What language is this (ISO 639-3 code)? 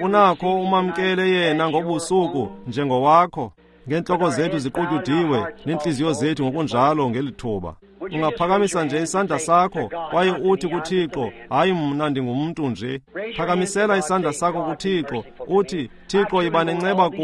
xho